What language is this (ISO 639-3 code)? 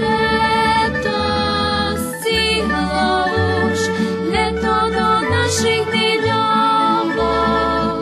rue